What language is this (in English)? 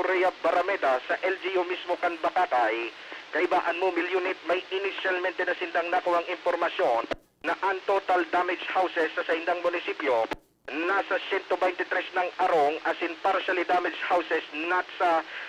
Bikol